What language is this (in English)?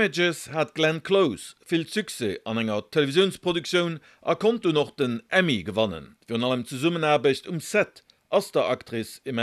Luxembourgish